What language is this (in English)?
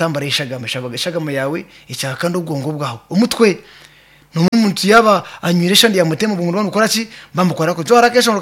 Nyankole